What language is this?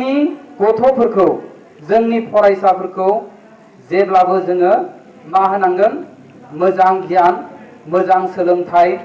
Bodo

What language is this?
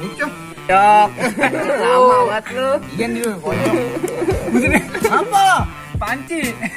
Betawi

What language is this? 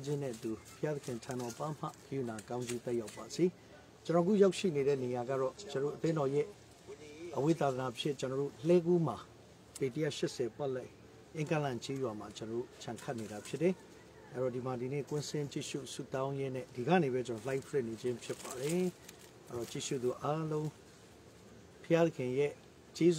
Burmese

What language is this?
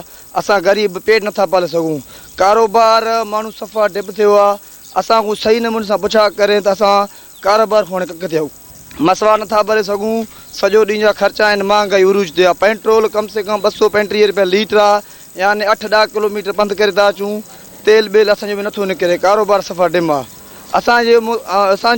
Sindhi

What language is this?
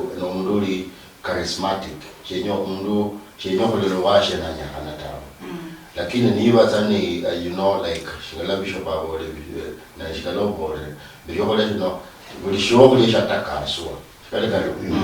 Luyia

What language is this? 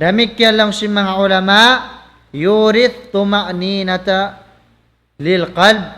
Tausug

